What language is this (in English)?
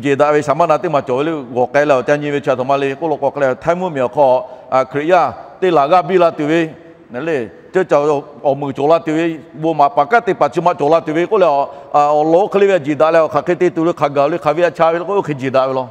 Lahu